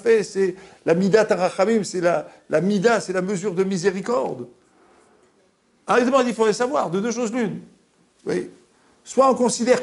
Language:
French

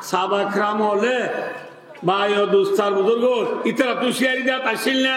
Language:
Rohingya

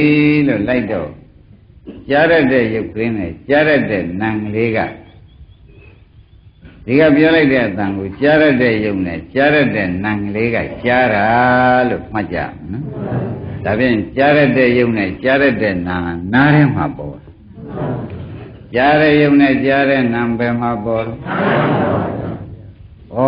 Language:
Burmese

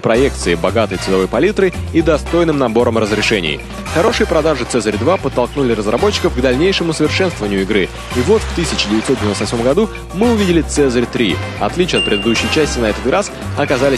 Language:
Russian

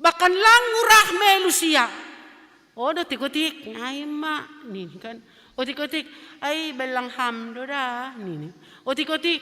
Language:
Batak Simalungun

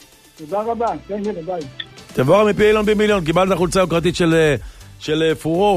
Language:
Hebrew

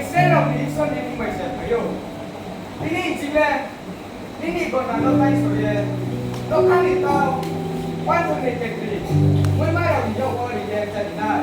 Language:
Riang (India)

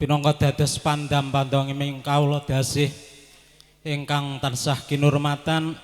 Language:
Javanese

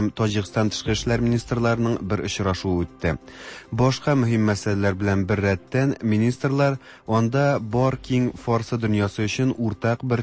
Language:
Tatar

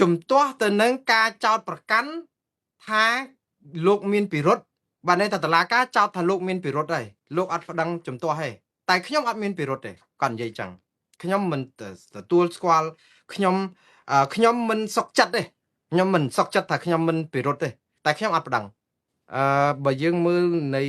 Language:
Khmer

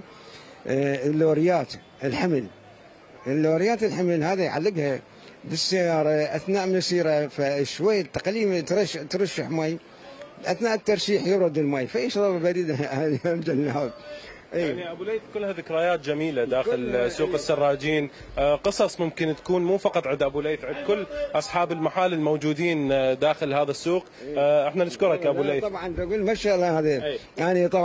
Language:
Mesopotamian Arabic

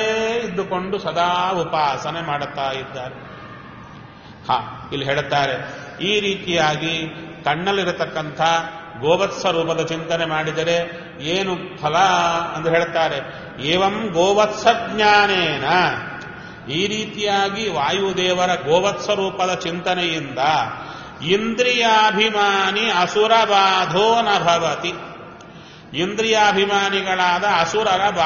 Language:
Kannada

